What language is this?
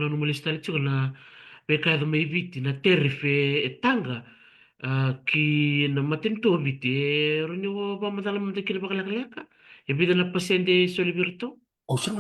Fijian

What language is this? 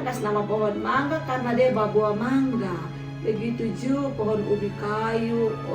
Kupang Malay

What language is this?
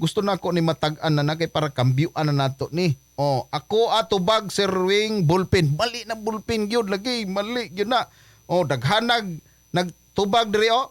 Cebuano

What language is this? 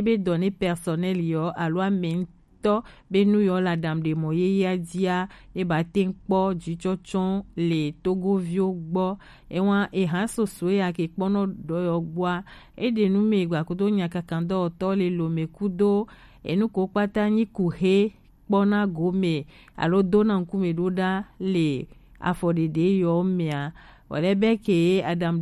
Gen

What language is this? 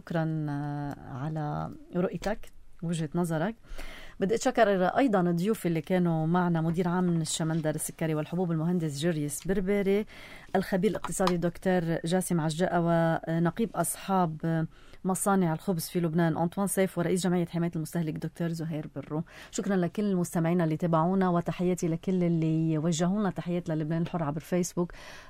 North Levantine Arabic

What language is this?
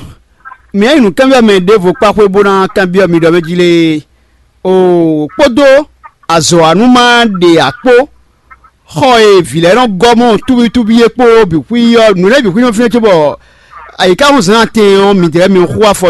Fon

